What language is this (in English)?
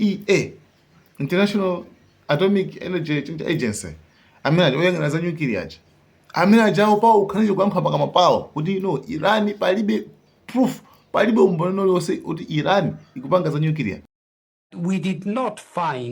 Nyanja